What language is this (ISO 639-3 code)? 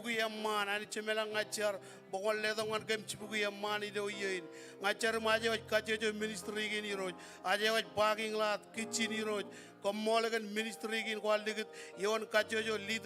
mah